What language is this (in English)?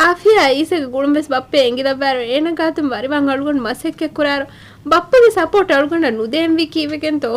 Divehi